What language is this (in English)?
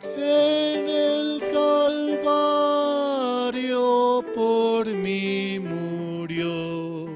Aymara